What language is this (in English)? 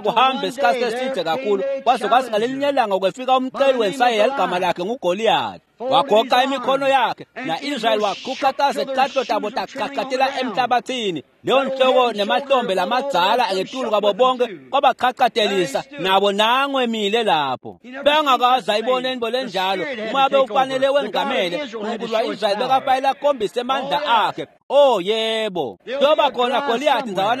Swati